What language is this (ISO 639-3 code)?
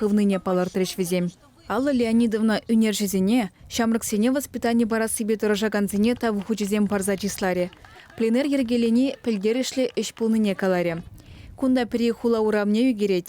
chv